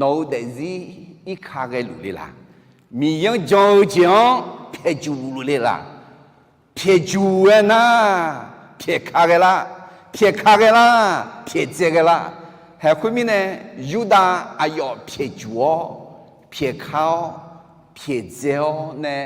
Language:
Akha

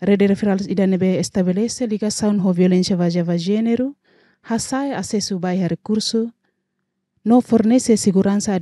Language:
Tetum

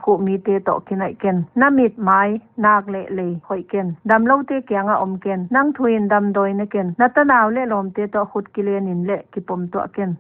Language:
Paite Chin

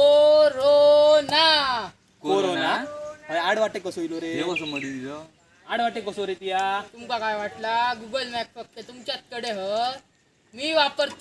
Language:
Konkani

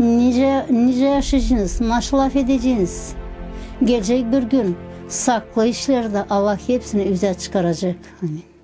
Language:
Gagauz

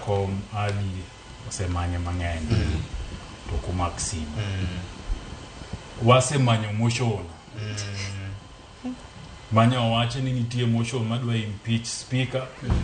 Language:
Luo (Kenya and Tanzania)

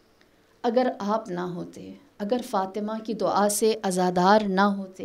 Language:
Urdu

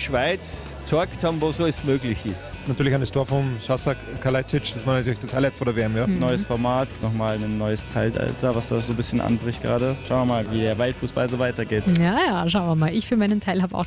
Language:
German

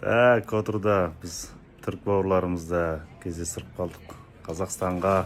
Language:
Kazakh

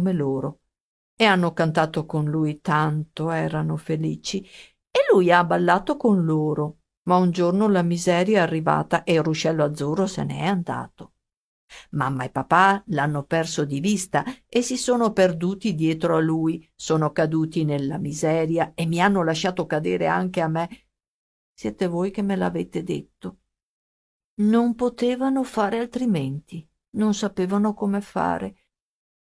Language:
Italian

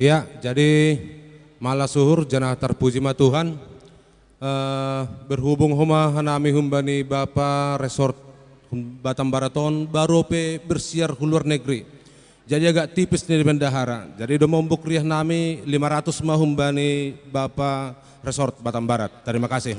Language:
Batak Simalungun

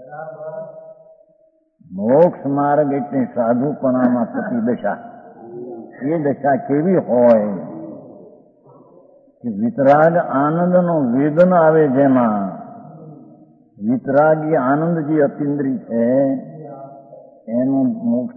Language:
Gujarati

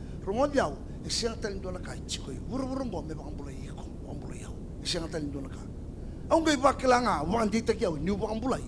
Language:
Fijian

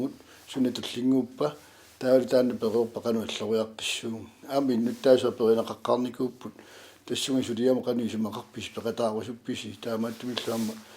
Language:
Kalaallisut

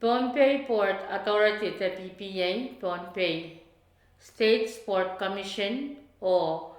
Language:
Pohnpeian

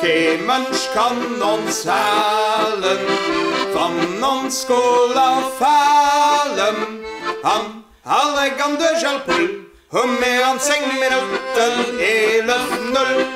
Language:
Luxembourgish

